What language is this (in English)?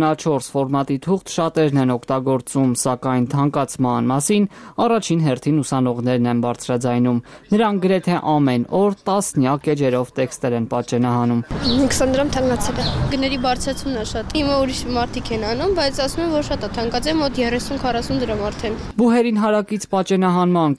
Armenian